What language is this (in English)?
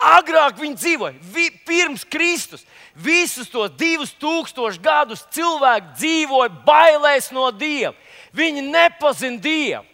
Latvian